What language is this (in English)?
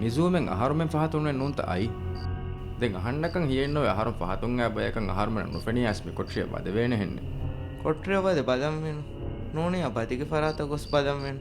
Divehi